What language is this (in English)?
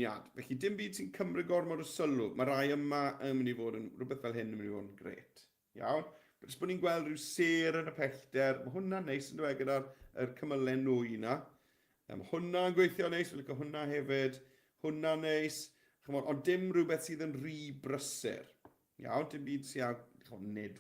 Welsh